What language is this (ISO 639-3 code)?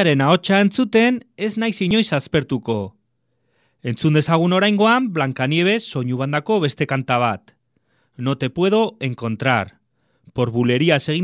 eus